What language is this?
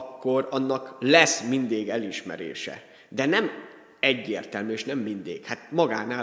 Hungarian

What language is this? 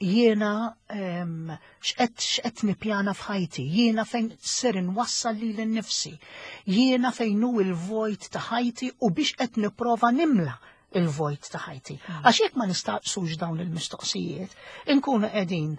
Maltese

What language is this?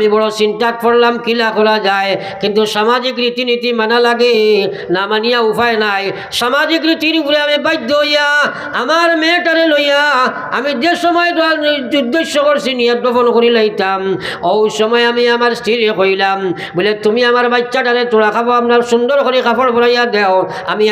Sylheti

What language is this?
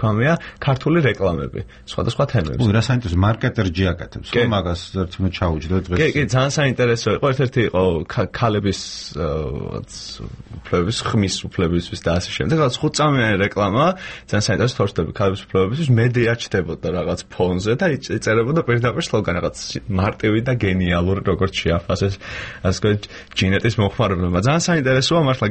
Georgian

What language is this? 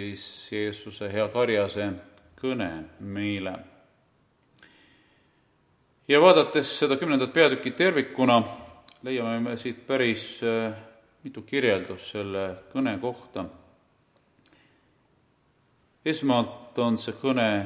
Estonian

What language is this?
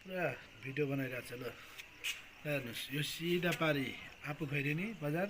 Nepali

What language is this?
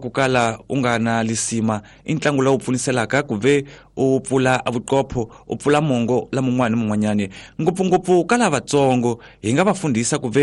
Tsonga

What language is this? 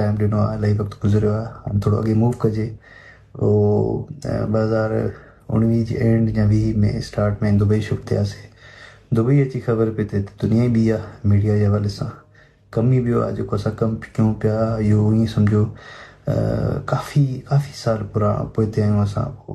Sindhi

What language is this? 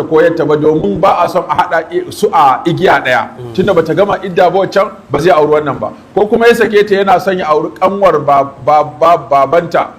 Hausa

